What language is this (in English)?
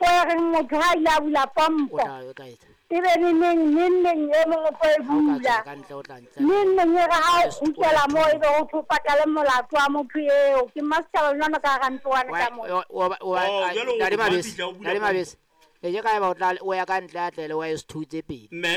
Southern Sotho